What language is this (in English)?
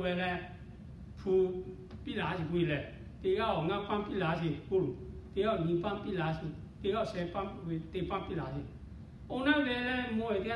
Lahu